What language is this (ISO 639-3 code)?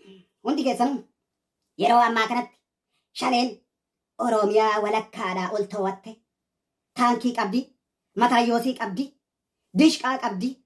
orm